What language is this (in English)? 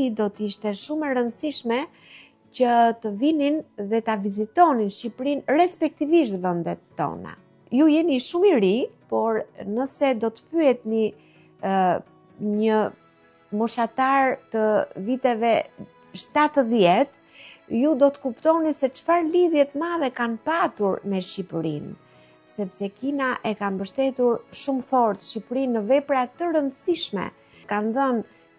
Albanian